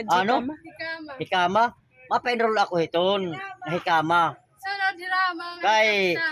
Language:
Waray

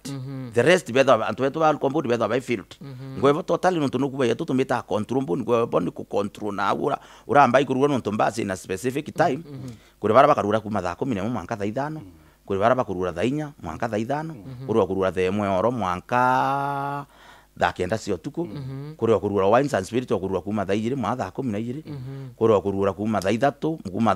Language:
Meru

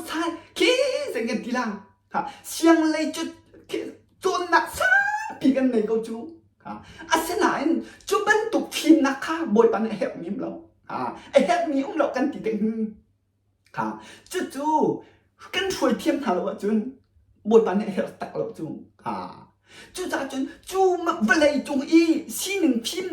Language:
Hakha Chin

